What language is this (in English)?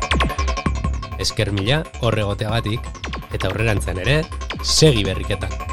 Basque